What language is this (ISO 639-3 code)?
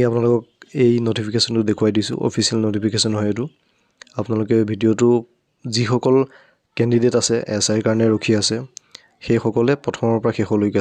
asm